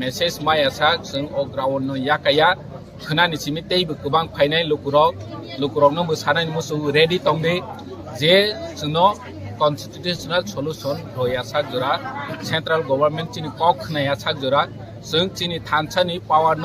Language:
Kok Borok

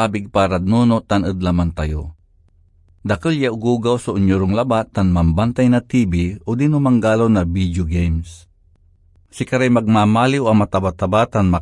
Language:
Pangasinan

